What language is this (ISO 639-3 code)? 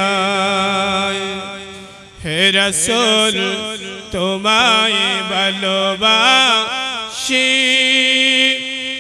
ben